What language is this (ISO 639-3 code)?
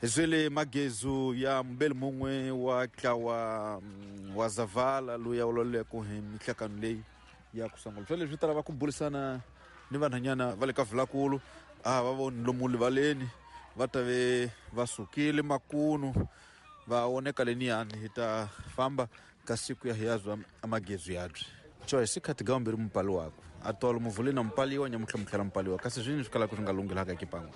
tso